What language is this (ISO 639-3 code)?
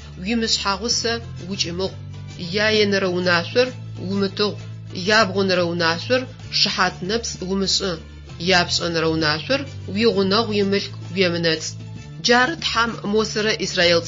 ady